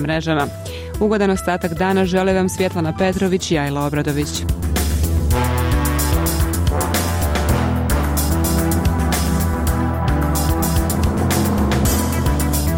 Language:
Bosnian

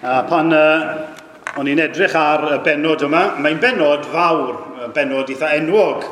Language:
Welsh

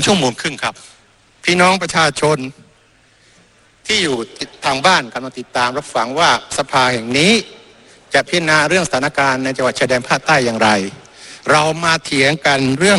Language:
Thai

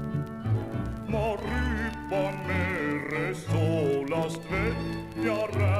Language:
Estonian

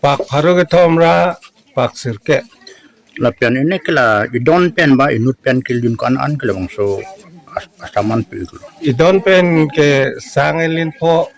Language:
Karbi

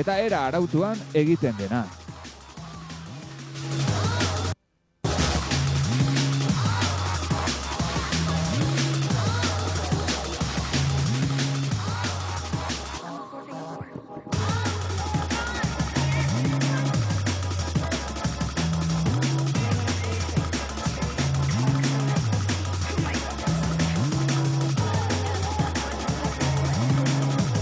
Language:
Basque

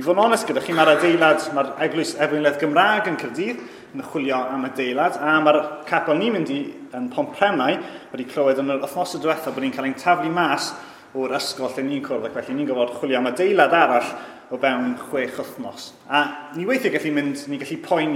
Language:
Welsh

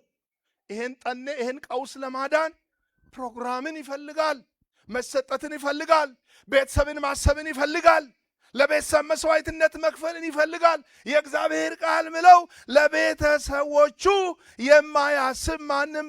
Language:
Amharic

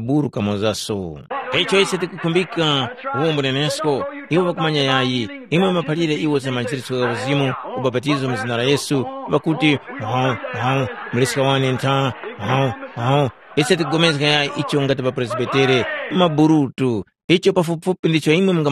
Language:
Tumbuka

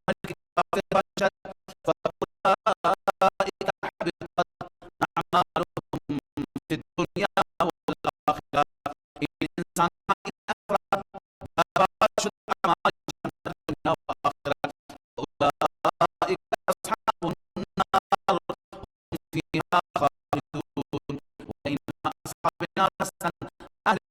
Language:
Persian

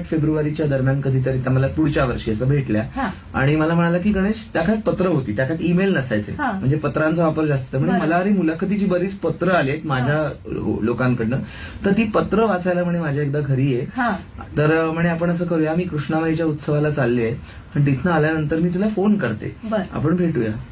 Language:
Marathi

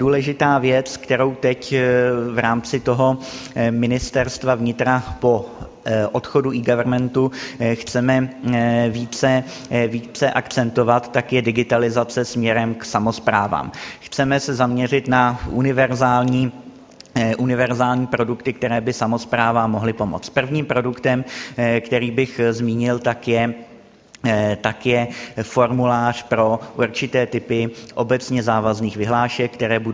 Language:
Czech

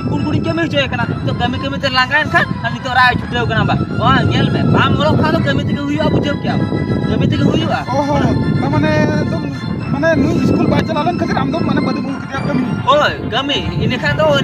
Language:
Santali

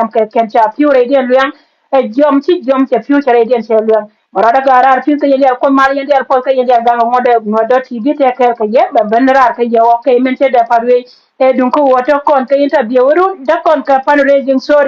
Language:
Nuer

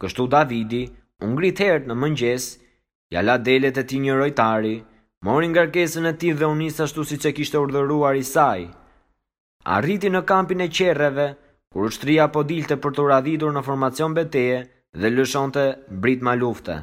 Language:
Albanian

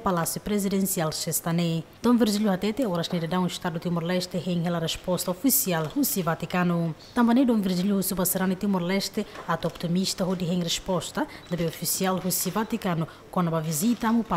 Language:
Tetum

